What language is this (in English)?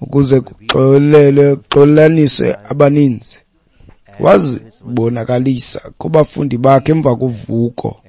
Xhosa